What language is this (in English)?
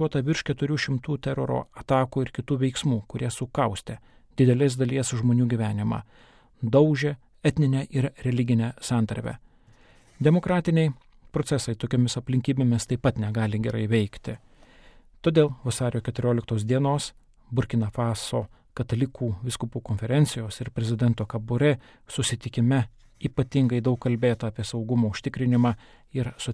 Lithuanian